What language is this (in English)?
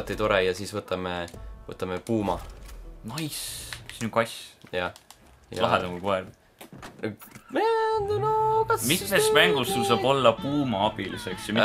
Estonian